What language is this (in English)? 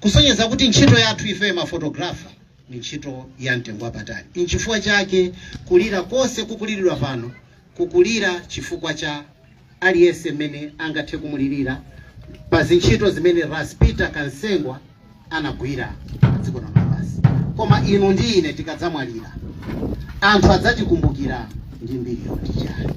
Nyanja